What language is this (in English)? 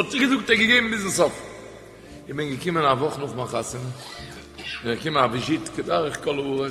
Yiddish